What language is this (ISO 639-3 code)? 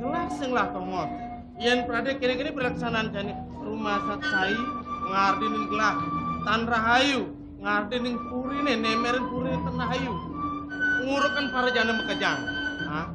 ban